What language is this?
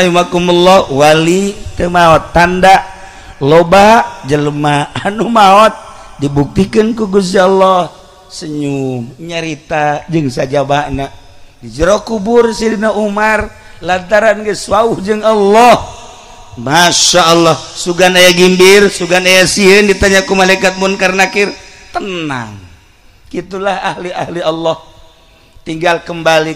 Sundanese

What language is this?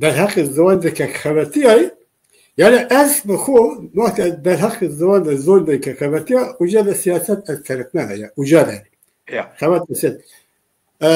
Zaza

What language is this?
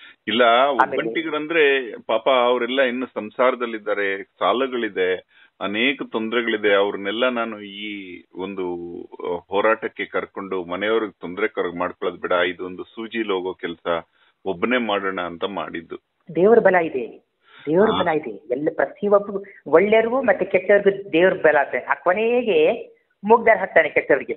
Kannada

